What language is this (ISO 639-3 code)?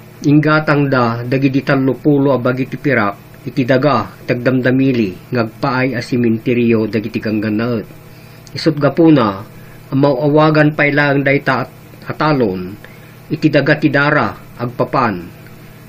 ilo